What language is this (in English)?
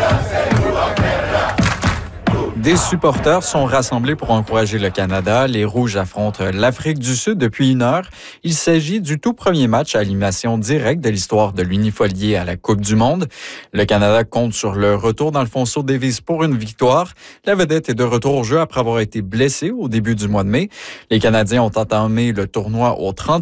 French